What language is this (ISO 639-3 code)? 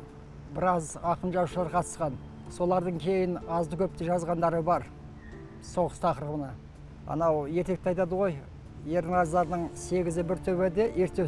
kaz